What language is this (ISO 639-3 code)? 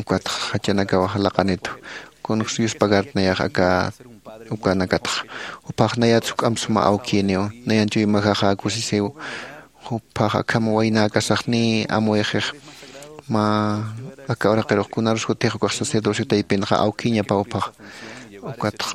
aym